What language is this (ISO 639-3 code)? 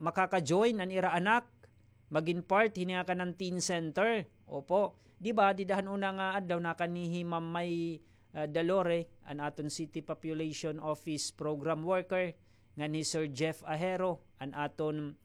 war